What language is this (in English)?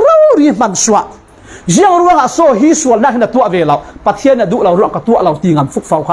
Falam Chin